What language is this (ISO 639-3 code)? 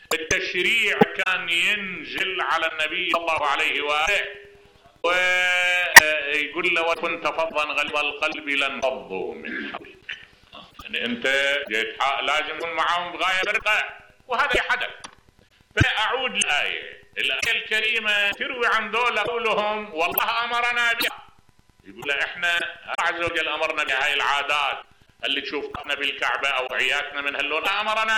acm